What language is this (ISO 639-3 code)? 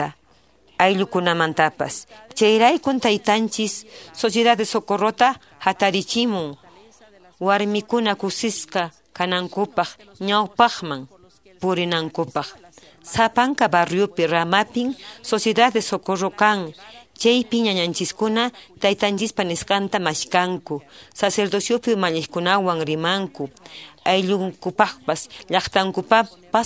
que